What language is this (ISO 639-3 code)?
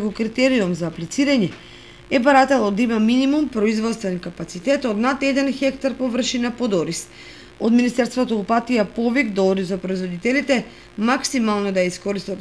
mkd